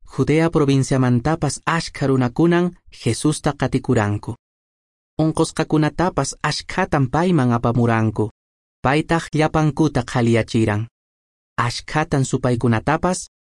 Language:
Quechua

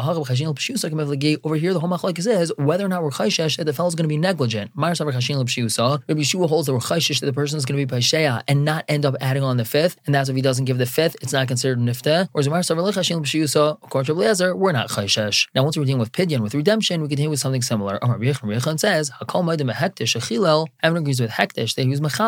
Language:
English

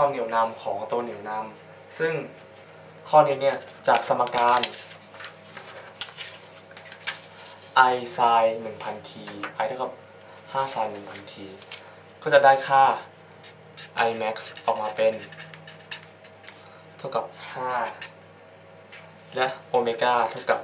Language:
Thai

